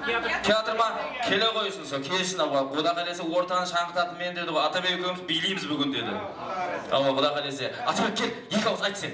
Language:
Kara-Kalpak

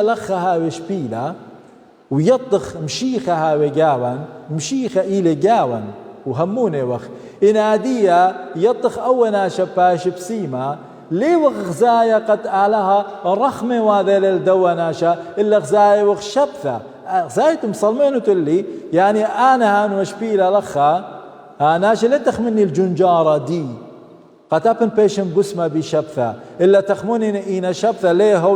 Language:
Assyrian Neo-Aramaic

